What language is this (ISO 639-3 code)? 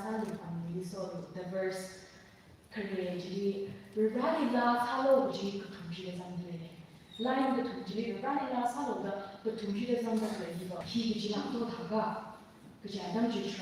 nmf